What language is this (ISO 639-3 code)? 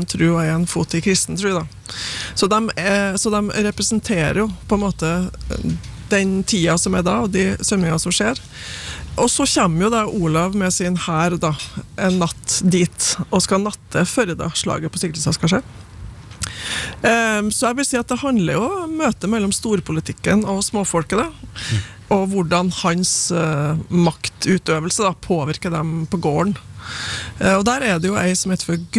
nor